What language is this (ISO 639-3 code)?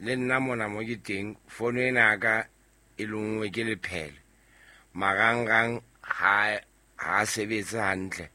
sot